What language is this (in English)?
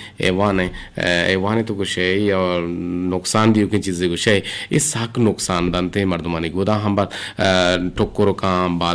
Eastern Balochi